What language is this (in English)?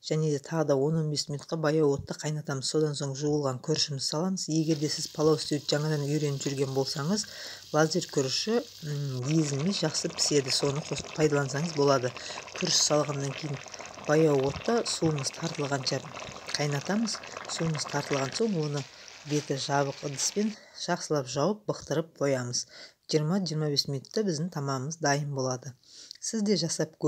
Kazakh